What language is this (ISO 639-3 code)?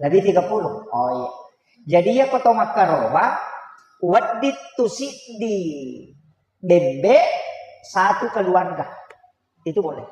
bug